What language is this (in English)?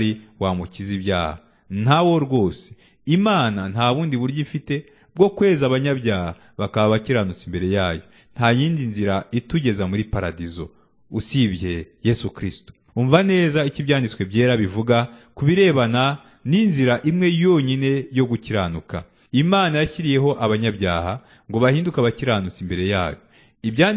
Kinyarwanda